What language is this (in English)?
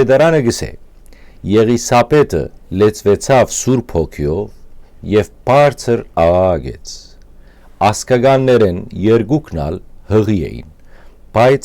Western Armenian